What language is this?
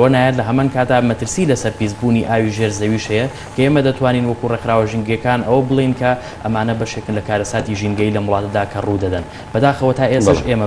Central Kurdish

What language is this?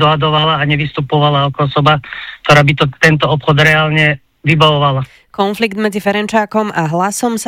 Slovak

